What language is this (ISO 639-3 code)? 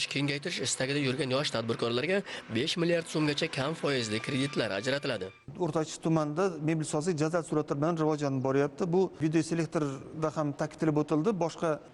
uzb